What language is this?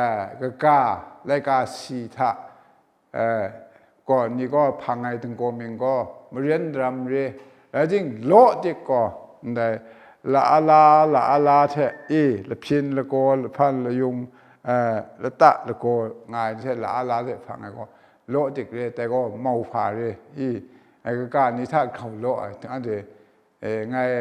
Kachin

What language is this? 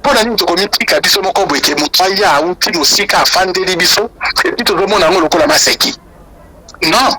Lingala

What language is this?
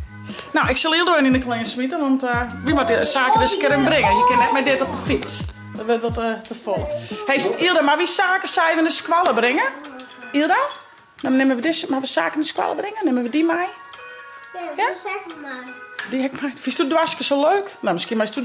Western Frisian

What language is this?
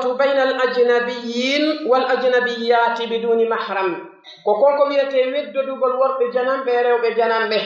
Pular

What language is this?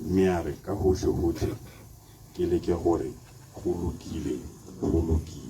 Tswana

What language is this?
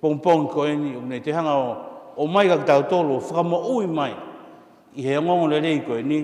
Tongan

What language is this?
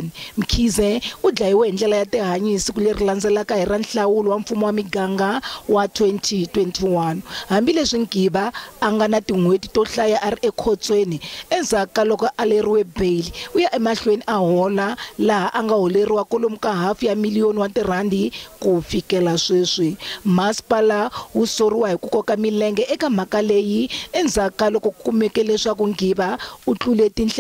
Tsonga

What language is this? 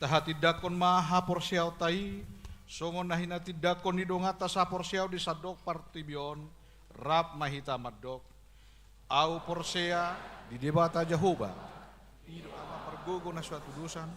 Batak Toba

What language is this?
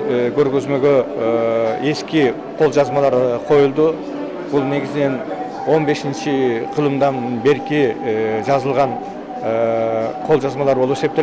Kyrgyz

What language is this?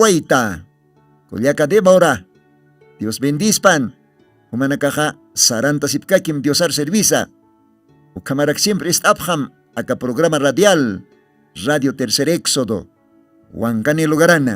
Aymara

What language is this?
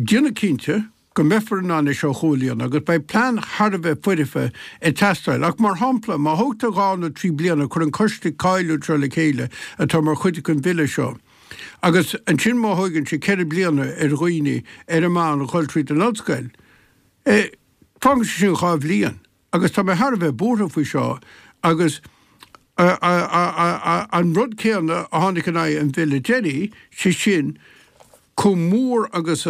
Irish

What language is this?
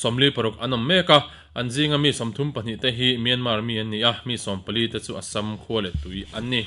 Mizo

